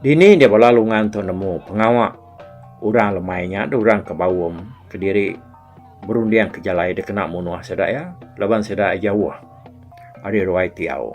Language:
Iban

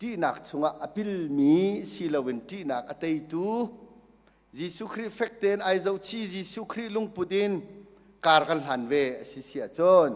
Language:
Hakha Chin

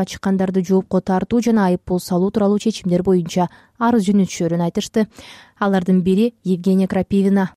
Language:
Kyrgyz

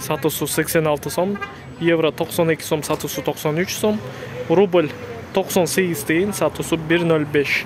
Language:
Kyrgyz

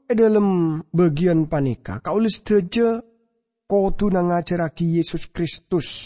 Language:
Madurese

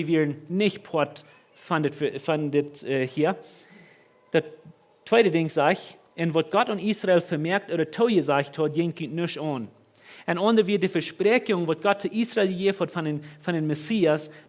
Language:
Plautdietsch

